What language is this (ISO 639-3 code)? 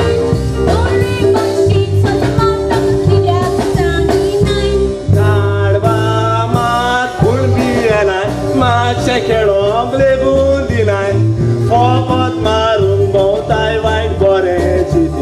kok